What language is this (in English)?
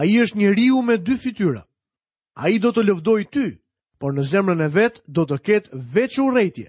Albanian